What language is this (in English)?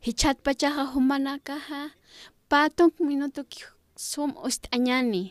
Aymara